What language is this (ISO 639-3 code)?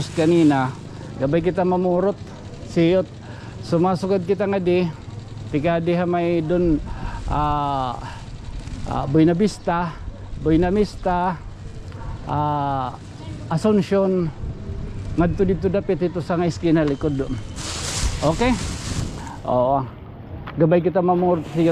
war